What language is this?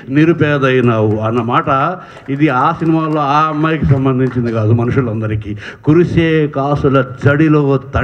Telugu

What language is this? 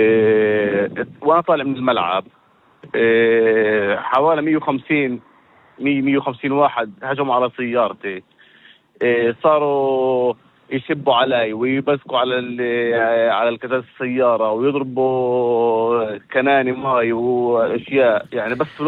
North Levantine Arabic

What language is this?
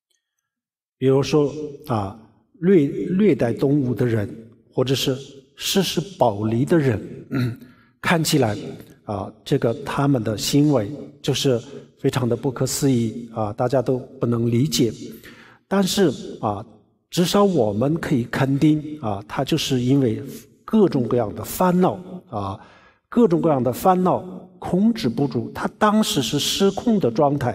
Chinese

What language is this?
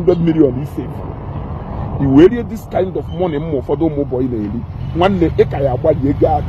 Igbo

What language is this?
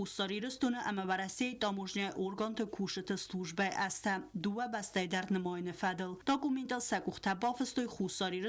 Ossetic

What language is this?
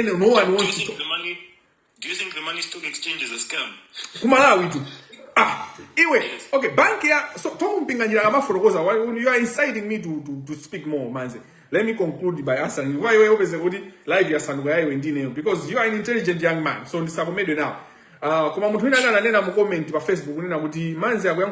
Nyanja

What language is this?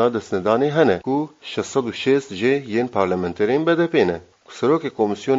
Kurdish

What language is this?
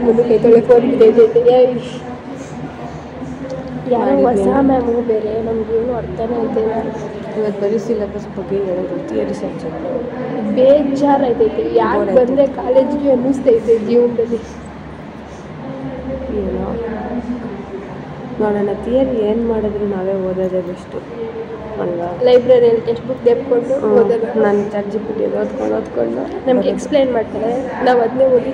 Kannada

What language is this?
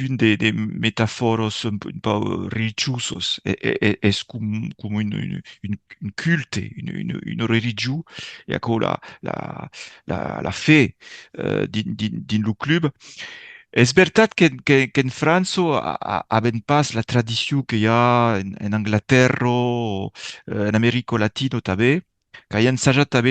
Occitan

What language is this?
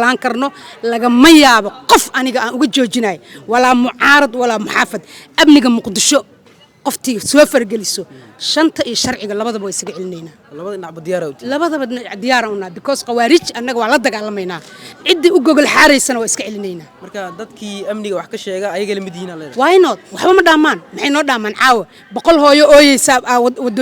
Somali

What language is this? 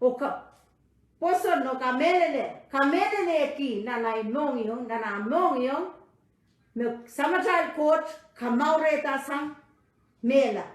Pohnpeian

